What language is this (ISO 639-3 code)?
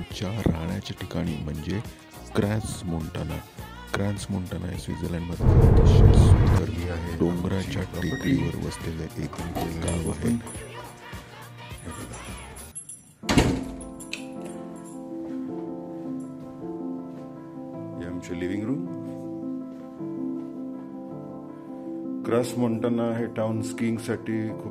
mar